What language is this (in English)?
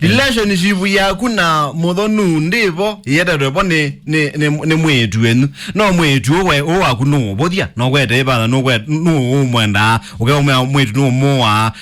Kamba